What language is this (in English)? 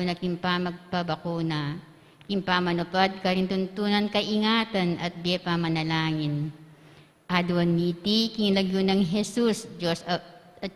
Pampanga